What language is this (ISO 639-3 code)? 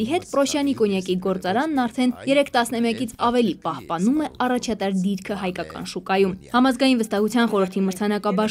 hye